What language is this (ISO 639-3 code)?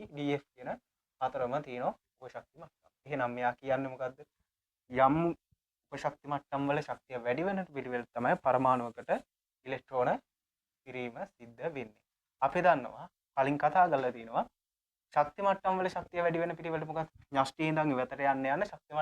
sin